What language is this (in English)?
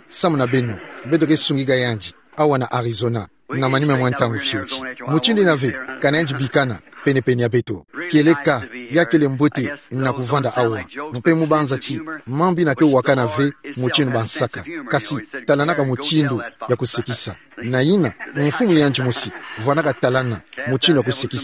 Kituba (Democratic Republic of Congo)